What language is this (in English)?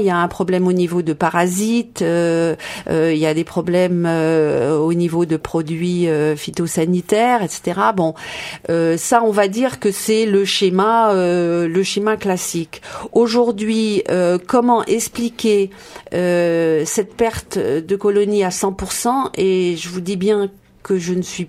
French